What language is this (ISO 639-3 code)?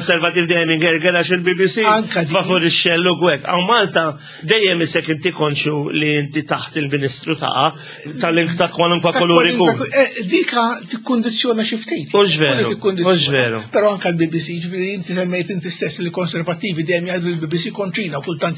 mlt